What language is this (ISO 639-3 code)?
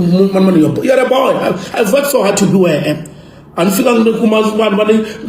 tso